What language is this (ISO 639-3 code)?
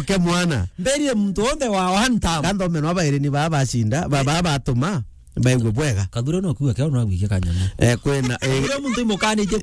mer